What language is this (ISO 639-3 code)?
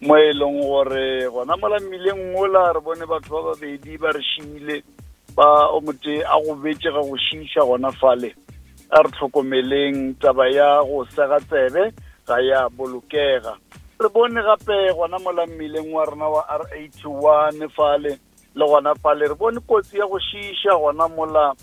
nso